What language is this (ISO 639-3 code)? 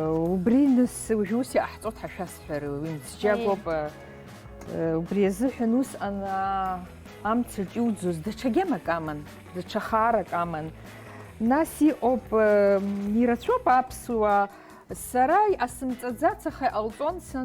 abk